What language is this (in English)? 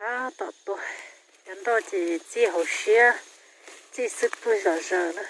Hmong